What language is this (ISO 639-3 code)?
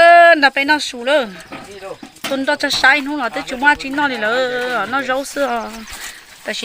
hmn